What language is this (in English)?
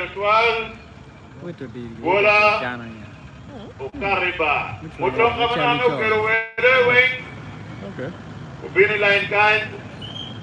Acoli